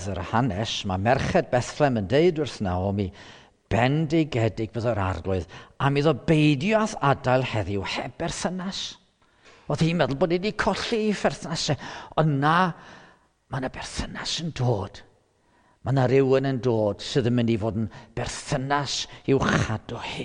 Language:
Welsh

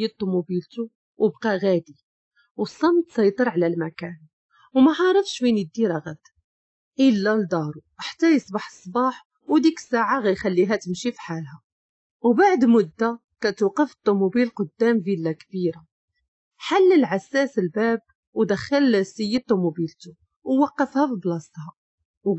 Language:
Moroccan Arabic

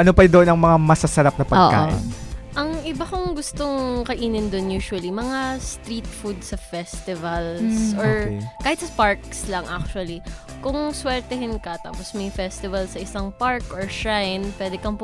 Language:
Filipino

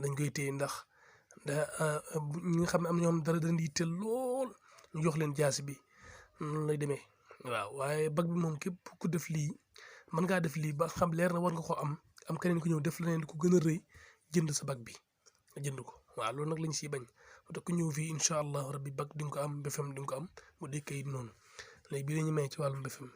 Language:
Wolof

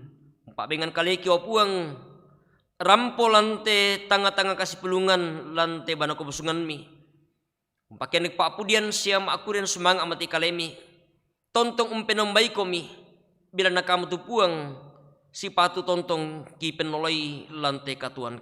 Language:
Toraja-Sa'dan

